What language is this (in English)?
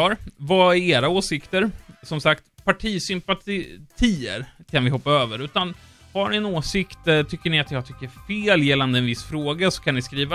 Swedish